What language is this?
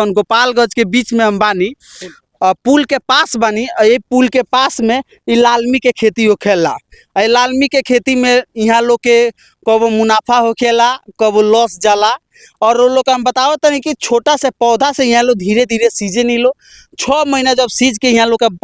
Bhojpuri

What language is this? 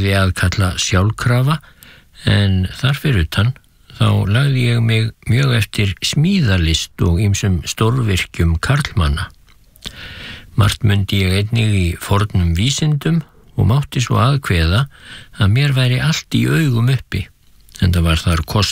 Icelandic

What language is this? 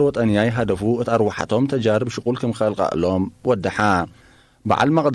Tigre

